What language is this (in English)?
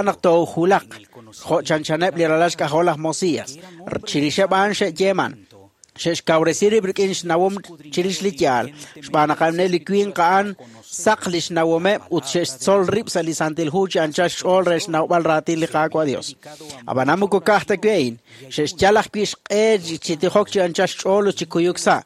Kekchí